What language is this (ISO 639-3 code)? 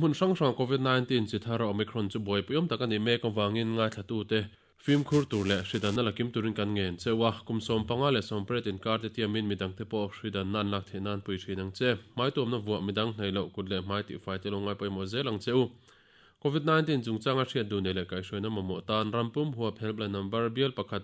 lus